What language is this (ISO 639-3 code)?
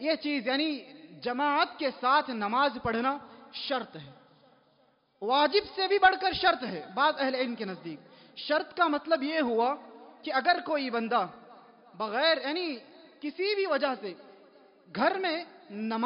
urd